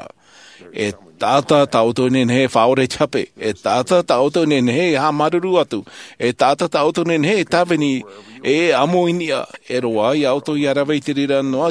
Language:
Tahitian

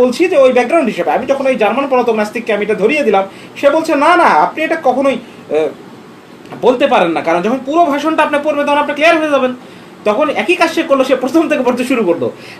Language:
Bangla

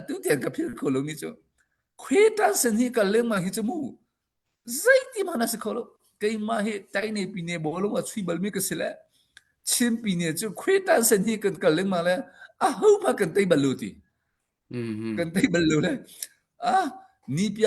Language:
Hakha Chin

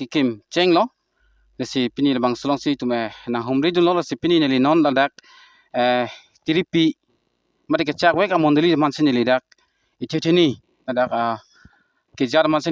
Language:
Karbi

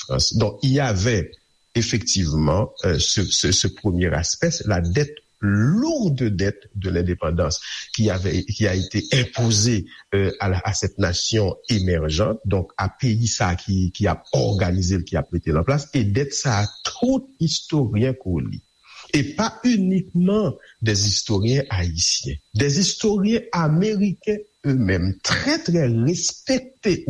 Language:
Haitian Creole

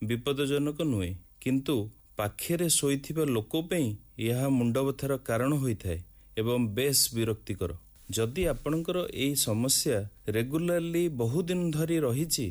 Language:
Odia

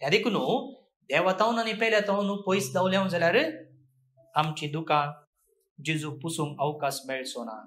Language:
Konkani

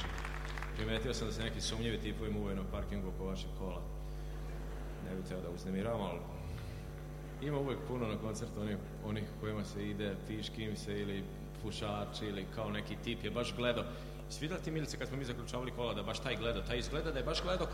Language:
Serbian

